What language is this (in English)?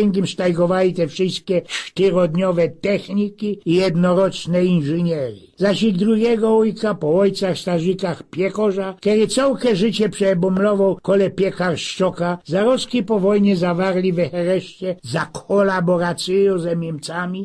Silesian